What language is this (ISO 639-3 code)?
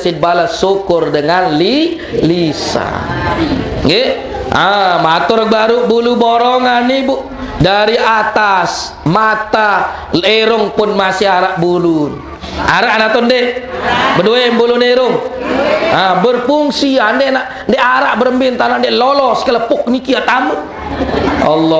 sas